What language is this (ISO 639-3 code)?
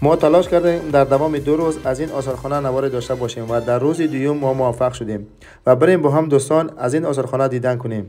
tgk